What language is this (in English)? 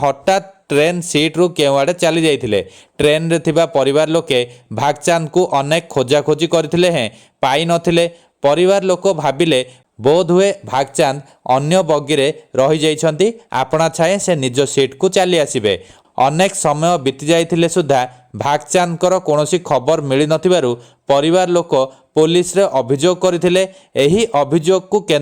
Odia